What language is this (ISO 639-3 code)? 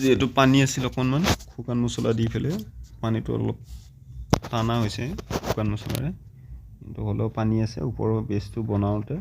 asm